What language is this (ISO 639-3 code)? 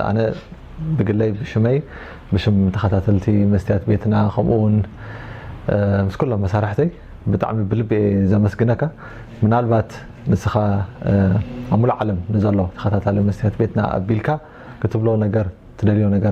tir